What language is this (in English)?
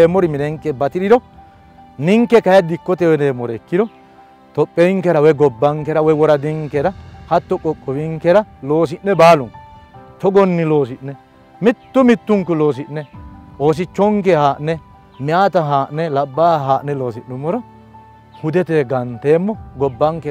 Sidamo